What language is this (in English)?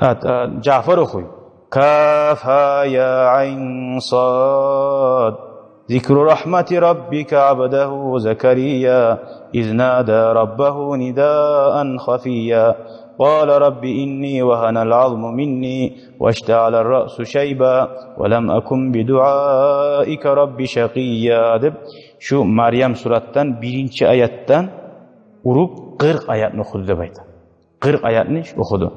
Kumyk